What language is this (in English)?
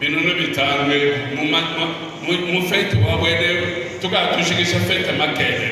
Luba-Lulua